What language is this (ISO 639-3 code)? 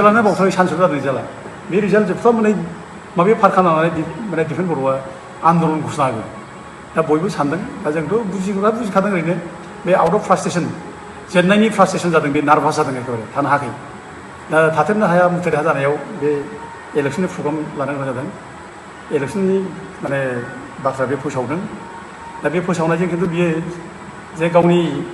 brx